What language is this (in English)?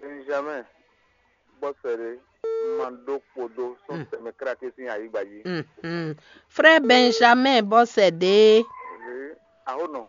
Fon